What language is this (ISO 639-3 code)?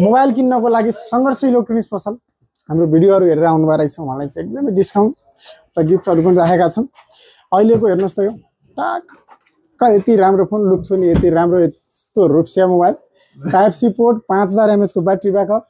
nep